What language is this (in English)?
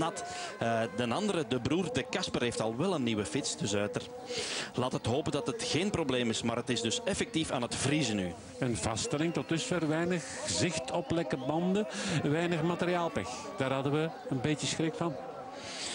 Dutch